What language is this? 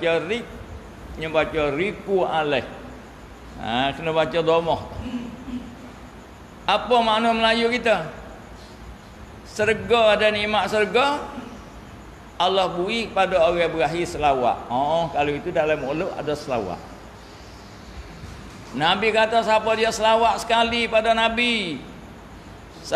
Malay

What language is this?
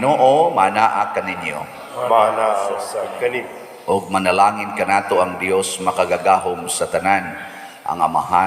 Cebuano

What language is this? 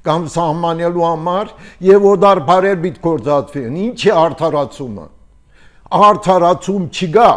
Armenian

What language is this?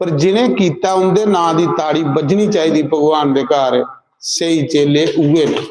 Dogri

